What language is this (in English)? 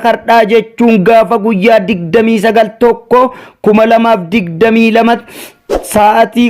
Oromo